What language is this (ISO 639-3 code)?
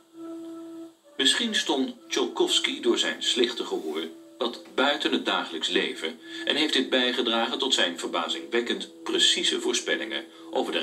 nld